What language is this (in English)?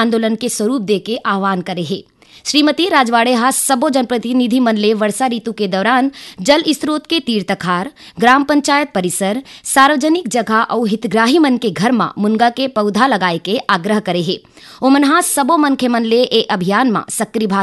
Chhattisgarhi